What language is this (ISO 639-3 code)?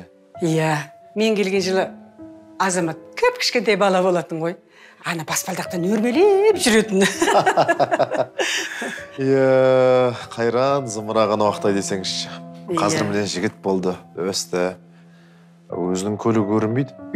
kaz